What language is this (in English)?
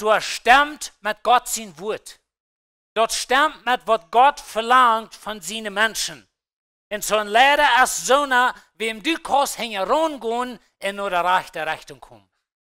Plautdietsch